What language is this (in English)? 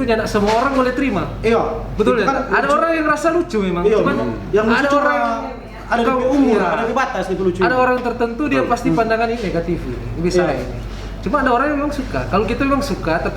Manado Malay